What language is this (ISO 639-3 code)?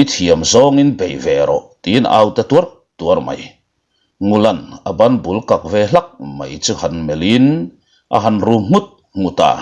lus